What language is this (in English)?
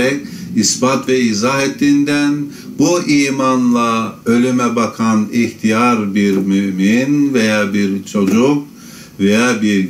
Turkish